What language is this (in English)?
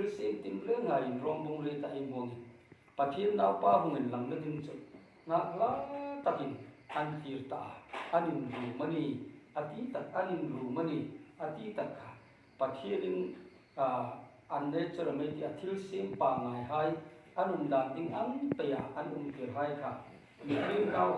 Hmar